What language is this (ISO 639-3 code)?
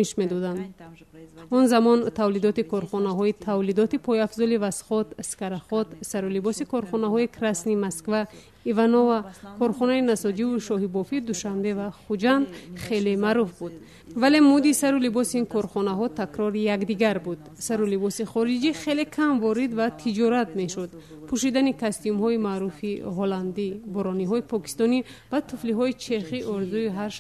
tgk